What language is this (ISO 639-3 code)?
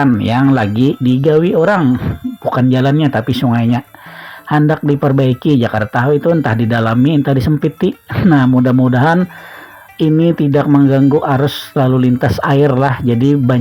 bjn